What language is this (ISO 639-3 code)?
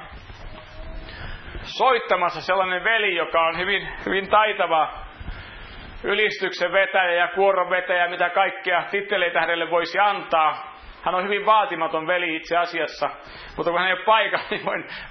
fin